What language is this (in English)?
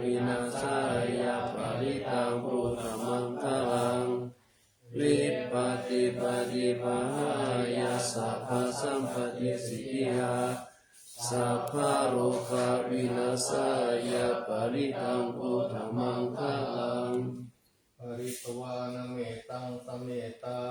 Pali